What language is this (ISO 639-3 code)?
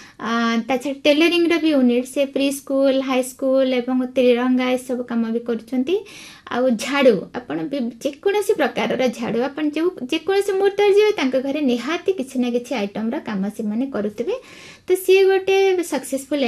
ori